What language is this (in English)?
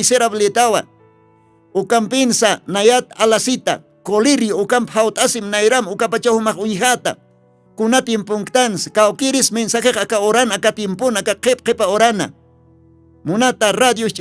Aymara